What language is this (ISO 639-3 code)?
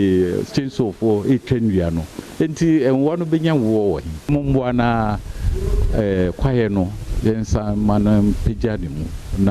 aka